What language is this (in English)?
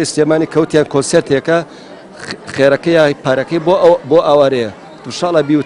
Central Kurdish